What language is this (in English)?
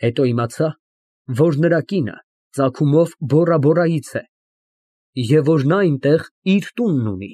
Armenian